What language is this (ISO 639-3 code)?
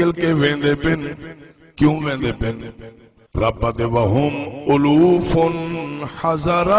skr